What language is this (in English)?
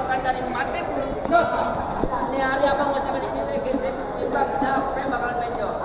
Betawi